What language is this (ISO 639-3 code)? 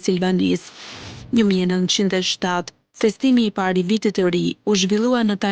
sqi